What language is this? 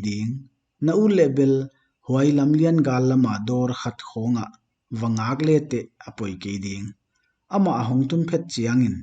Paite Chin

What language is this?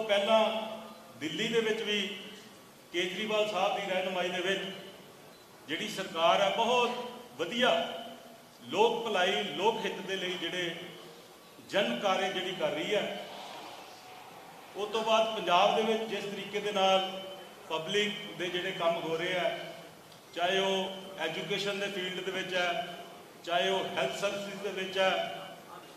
Punjabi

